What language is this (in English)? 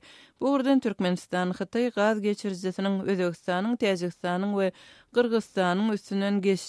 Turkmen